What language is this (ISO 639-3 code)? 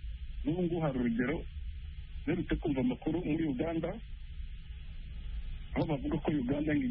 kin